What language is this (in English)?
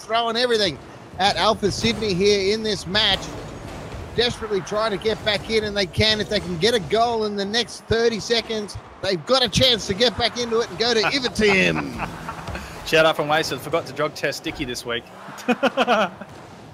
English